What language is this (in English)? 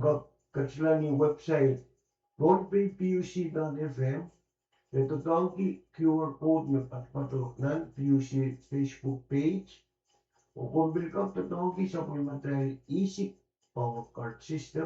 Pohnpeian